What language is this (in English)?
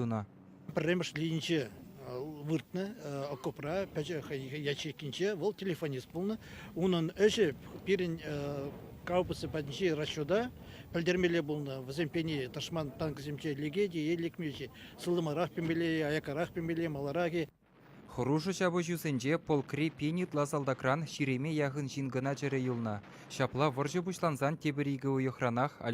Chuvash